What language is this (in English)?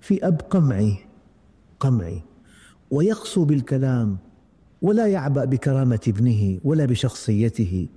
Gulf Arabic